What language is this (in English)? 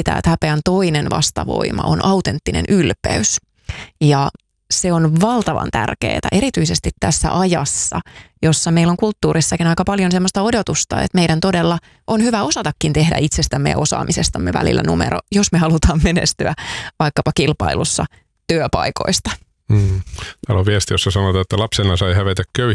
Finnish